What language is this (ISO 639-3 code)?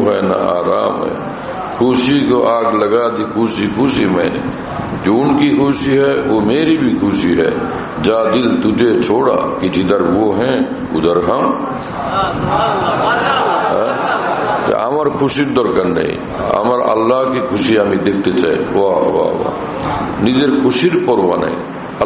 ben